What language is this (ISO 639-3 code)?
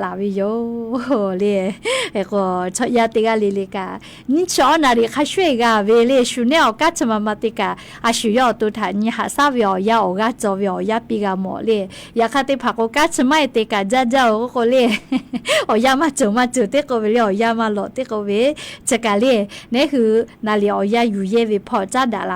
lhu